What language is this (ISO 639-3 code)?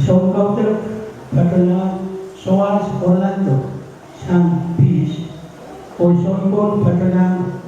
pon